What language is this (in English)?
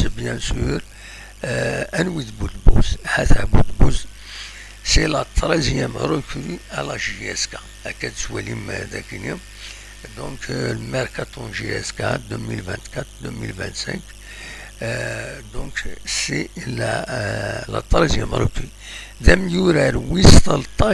Kabyle